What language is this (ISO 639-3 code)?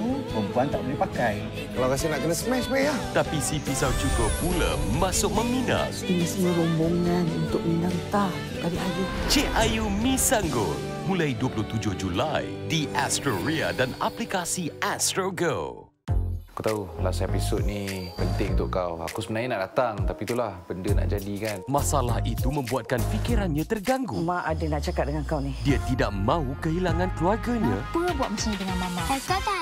msa